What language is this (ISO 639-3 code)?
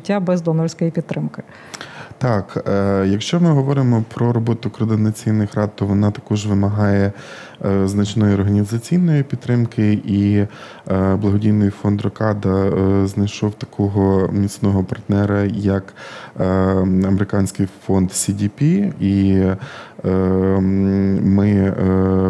ukr